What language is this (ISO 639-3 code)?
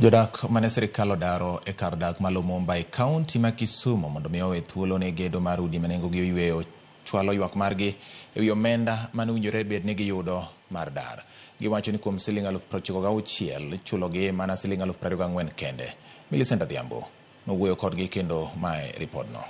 luo